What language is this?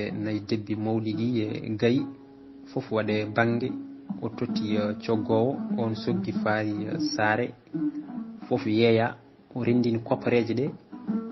Fula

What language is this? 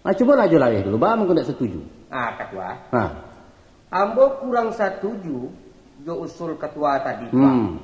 Minangkabau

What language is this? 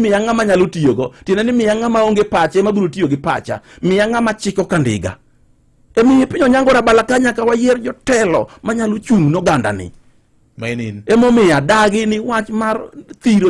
Luo (Kenya and Tanzania)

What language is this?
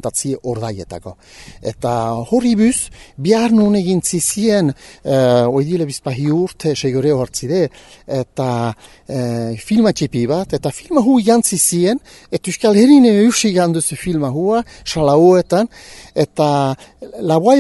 Basque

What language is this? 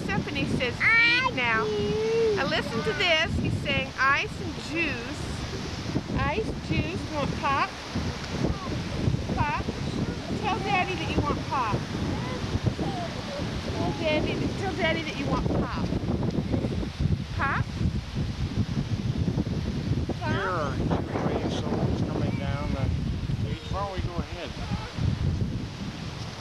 English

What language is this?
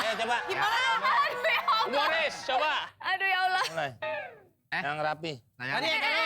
Betawi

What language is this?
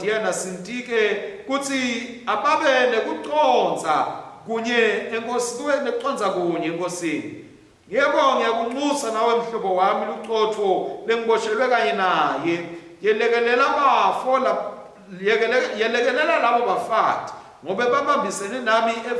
Swati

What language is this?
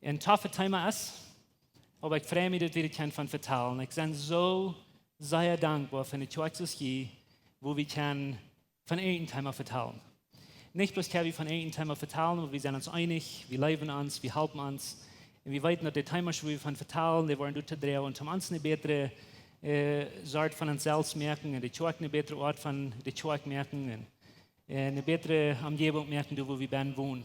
Plautdietsch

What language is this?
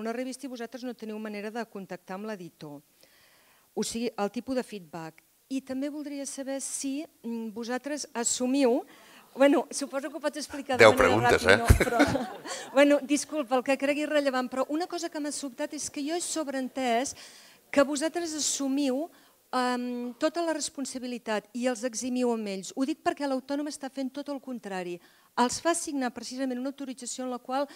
Catalan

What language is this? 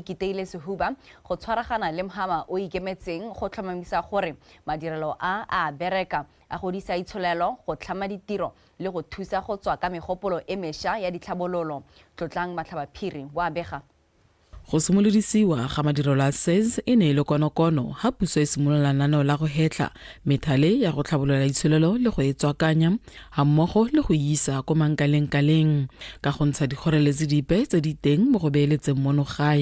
Tswana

